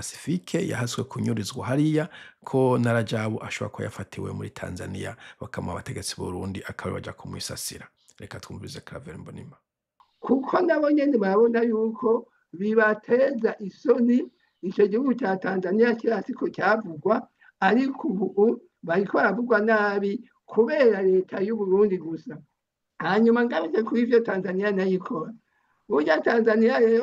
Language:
Rundi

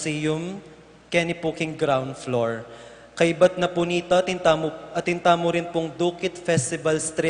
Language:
Pampanga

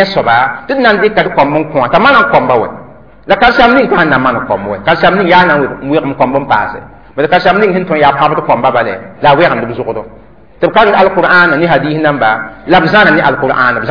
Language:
Mossi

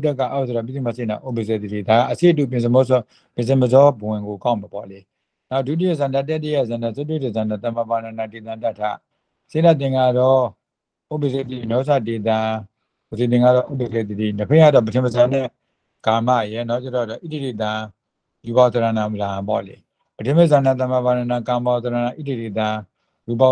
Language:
Burmese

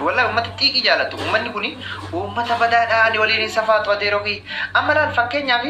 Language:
Oromo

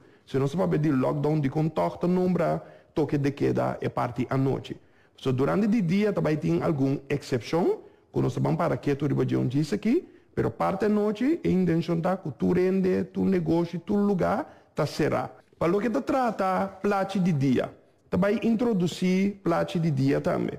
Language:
Papiamento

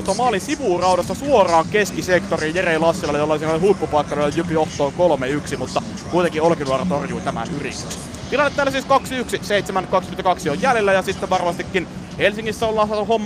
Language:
Finnish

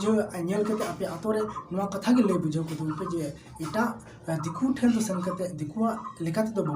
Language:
Santali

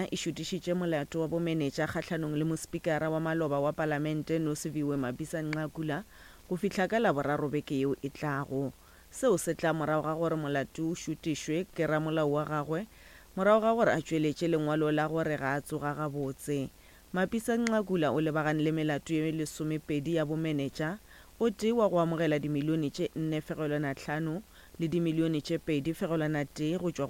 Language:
Northern Sotho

